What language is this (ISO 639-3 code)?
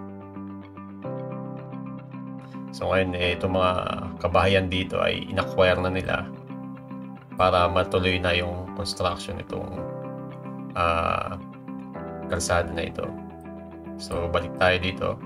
fil